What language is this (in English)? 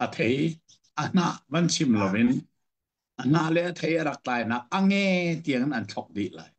Hakha Chin